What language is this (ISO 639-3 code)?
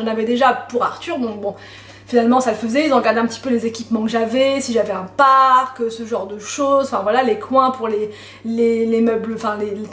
fra